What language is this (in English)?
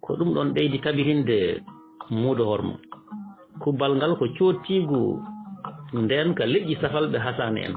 Fula